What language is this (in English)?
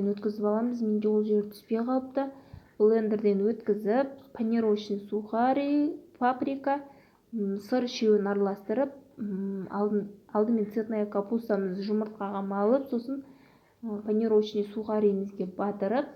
Kazakh